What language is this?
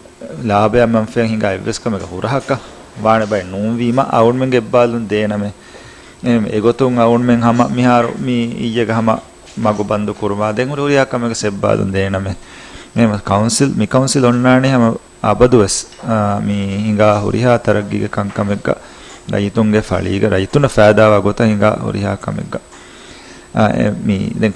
Divehi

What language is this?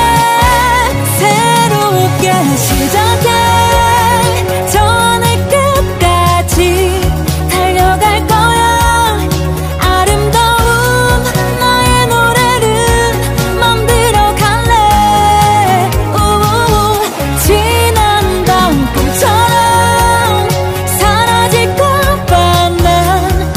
Korean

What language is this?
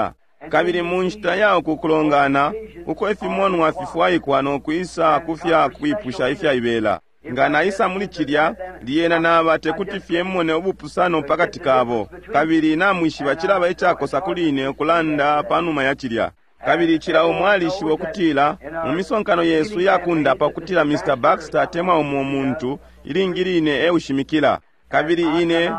Bemba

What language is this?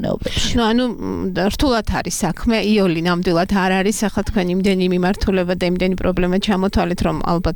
Georgian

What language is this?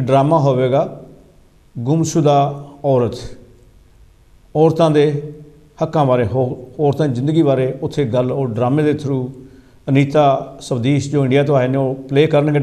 Punjabi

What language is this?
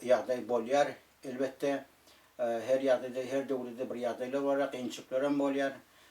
Turkmen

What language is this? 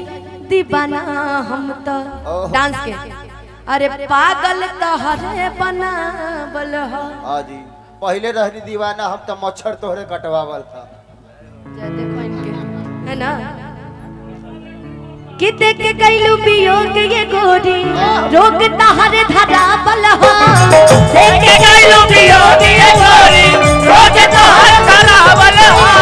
Bhojpuri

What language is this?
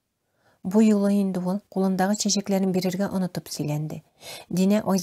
Tatar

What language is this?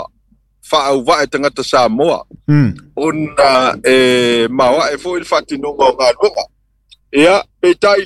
Samoan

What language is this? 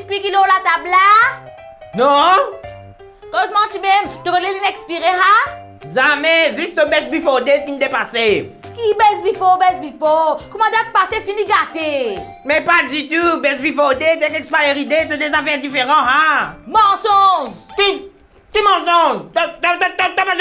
Morisyen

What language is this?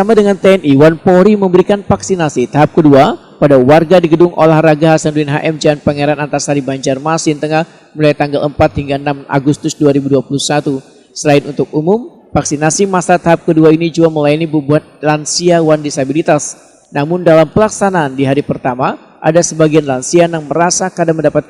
Banjar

